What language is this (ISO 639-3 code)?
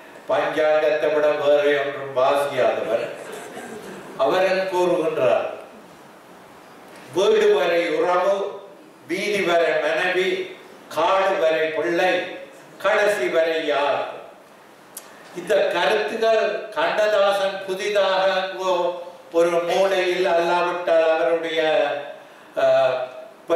tam